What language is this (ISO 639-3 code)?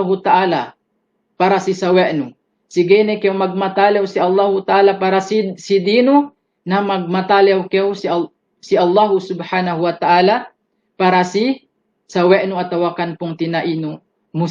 yka